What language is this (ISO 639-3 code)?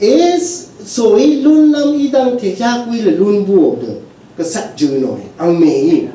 raw